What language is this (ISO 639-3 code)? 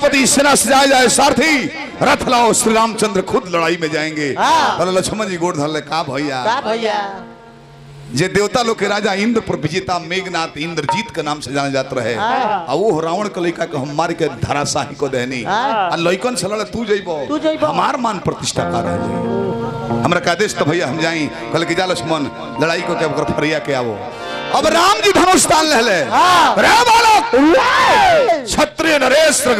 bho